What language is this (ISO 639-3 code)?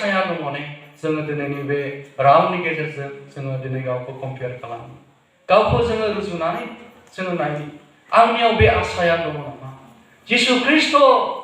brx